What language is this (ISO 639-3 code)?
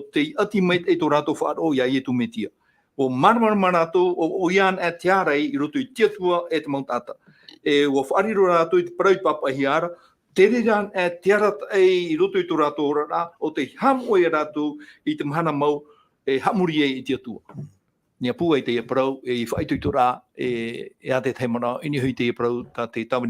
tah